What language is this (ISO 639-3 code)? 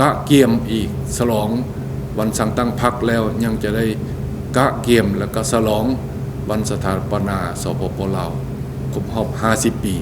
lao